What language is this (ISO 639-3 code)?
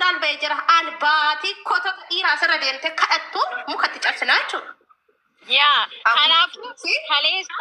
orm